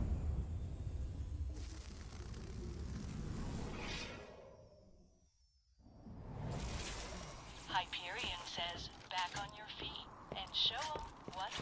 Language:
English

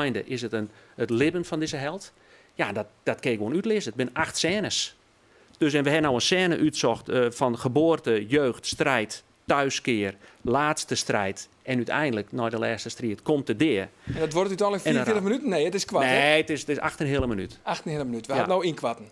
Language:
Western Frisian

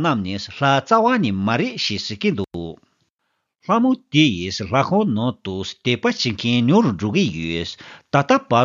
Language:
Tibetan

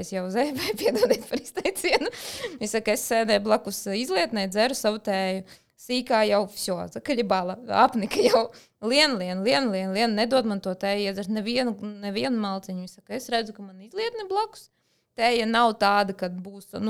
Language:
Latvian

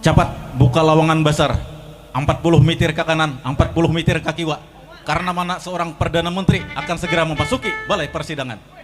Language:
Banjar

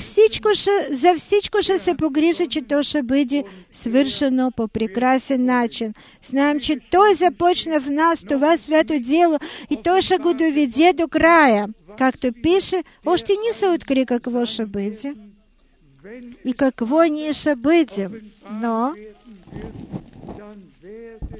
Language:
Bulgarian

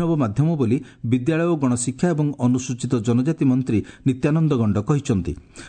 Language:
Odia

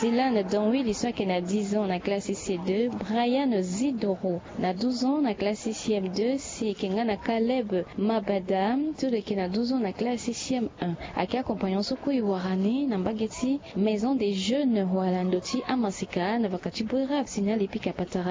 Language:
Sango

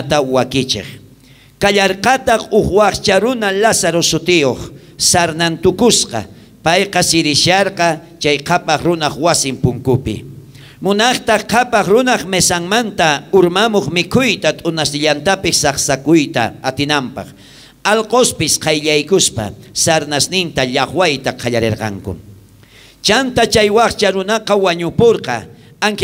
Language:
South Bolivian Quechua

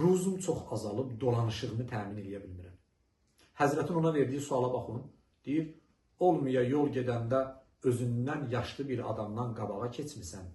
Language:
Azerbaijani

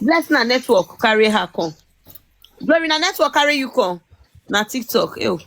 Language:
Nigerian Pidgin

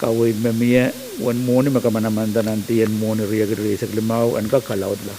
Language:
Pohnpeian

